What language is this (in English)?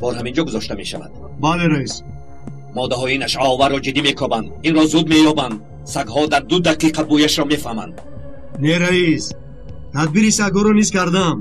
Tajik